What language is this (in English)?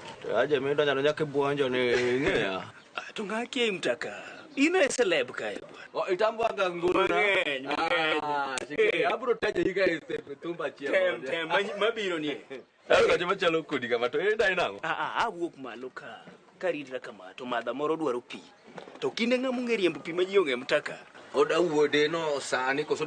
Luo (Kenya and Tanzania)